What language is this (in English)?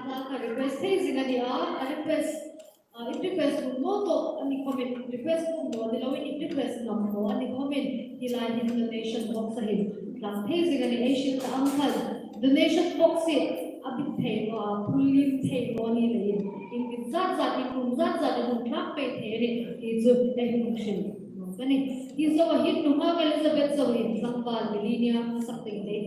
Hmar